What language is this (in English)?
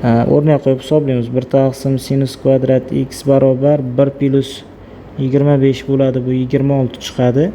Uzbek